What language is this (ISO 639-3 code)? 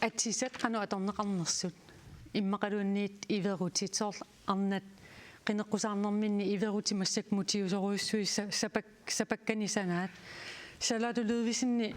kal